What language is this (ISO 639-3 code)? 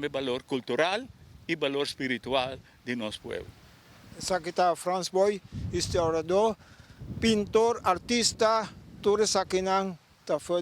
pap